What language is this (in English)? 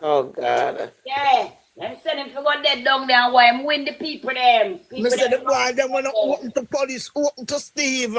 Jamaican Creole English